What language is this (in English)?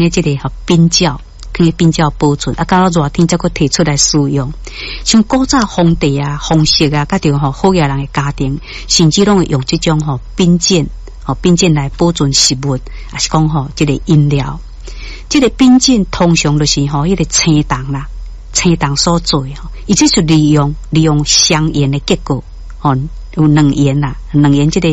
Min Nan Chinese